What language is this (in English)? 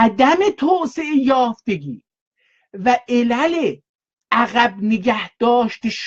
South Azerbaijani